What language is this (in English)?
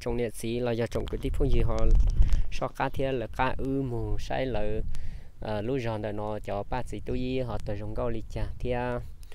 Hmong